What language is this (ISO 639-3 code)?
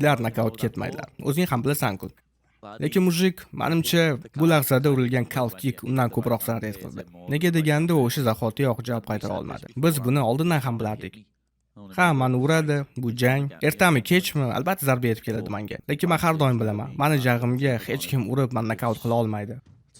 uzb